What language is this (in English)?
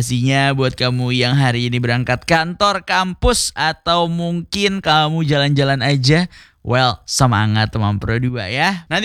Indonesian